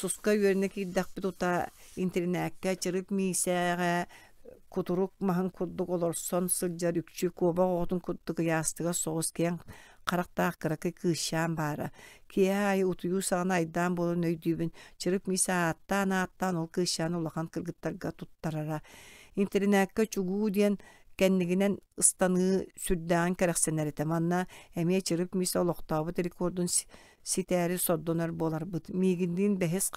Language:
Yakut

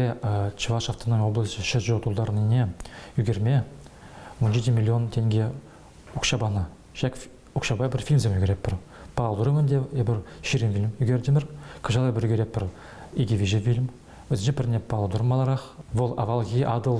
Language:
Chuvash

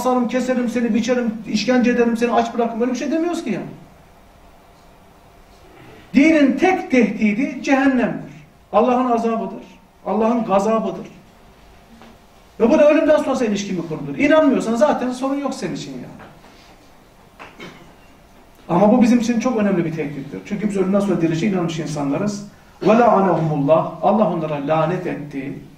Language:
Turkish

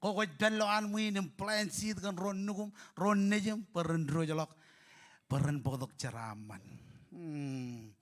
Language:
Marshallese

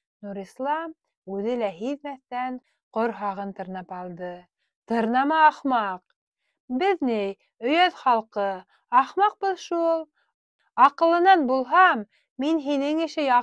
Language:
Bashkir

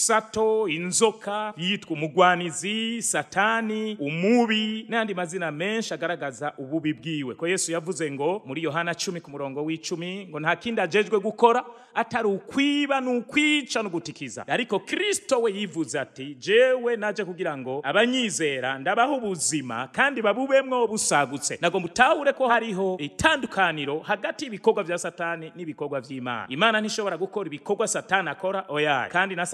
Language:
Rundi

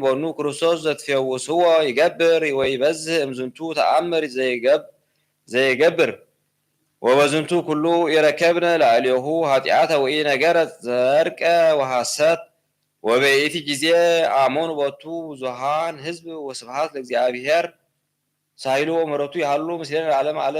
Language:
Geez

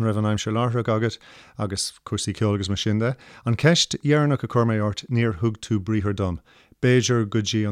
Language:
Irish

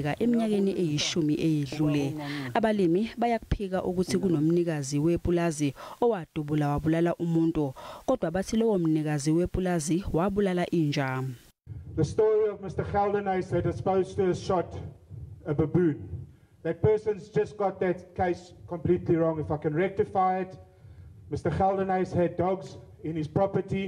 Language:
Zulu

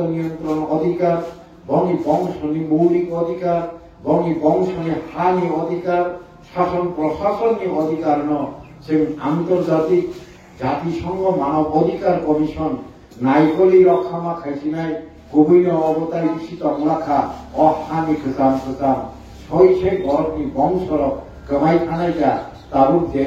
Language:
Kok Borok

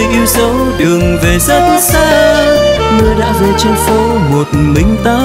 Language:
Vietnamese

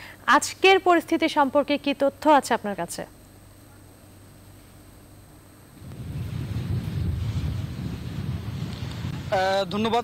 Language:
Bangla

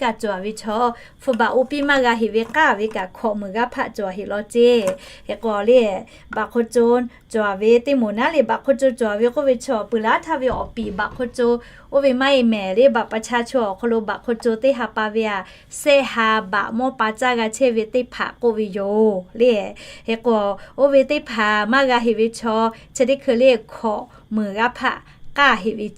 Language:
Lahu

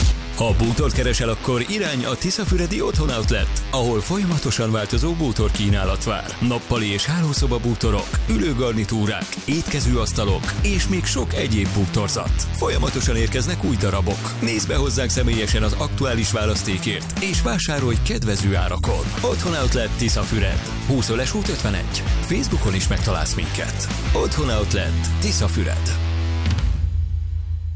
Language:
Hungarian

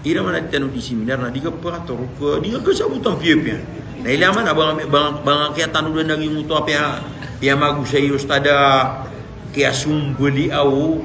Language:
Maranao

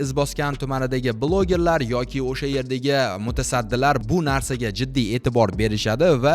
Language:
Uzbek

